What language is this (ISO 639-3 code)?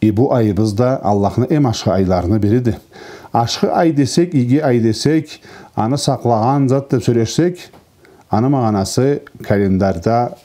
krc